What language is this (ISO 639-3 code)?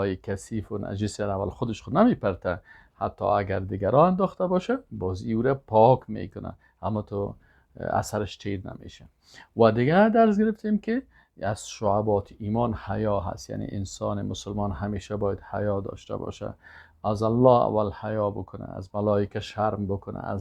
fas